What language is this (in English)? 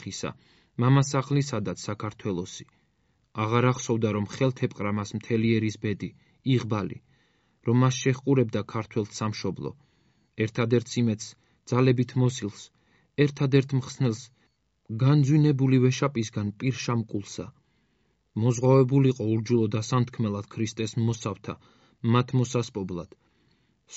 Georgian